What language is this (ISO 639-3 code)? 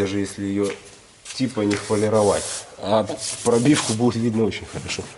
rus